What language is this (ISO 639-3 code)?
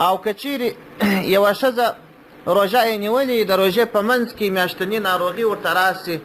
pus